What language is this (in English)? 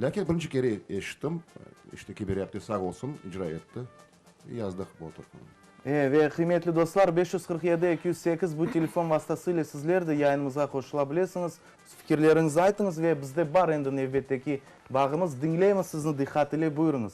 Crimean Tatar